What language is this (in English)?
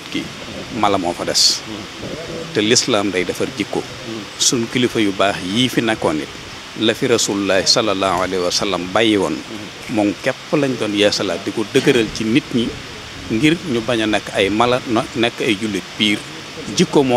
Wolof